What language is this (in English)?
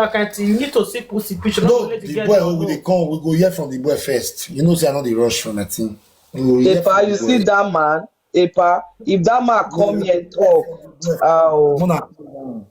Nigerian Pidgin